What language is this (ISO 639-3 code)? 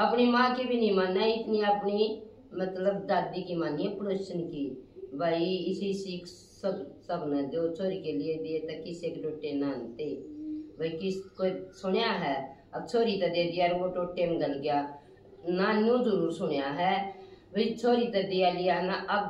bgc